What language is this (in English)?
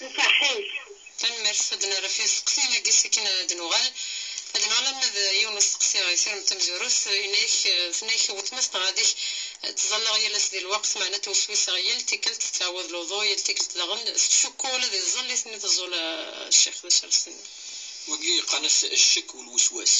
Kabyle